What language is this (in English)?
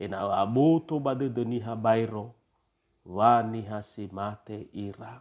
Nias